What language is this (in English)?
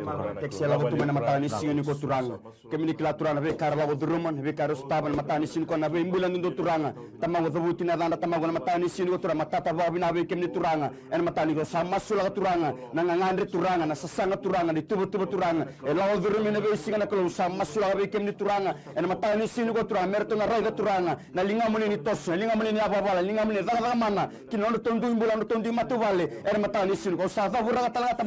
Fijian